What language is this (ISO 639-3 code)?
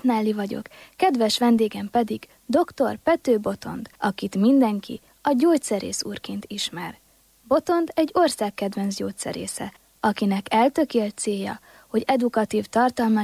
hun